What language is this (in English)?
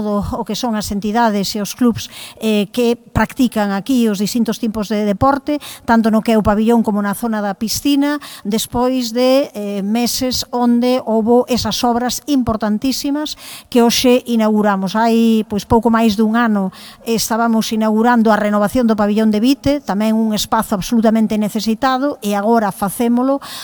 Galician